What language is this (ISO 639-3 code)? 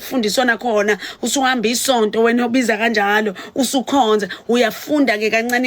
zul